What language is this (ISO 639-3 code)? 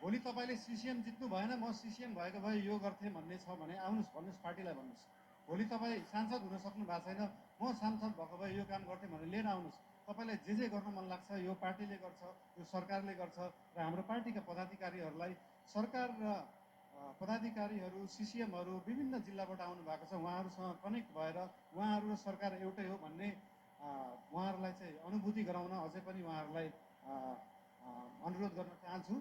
nep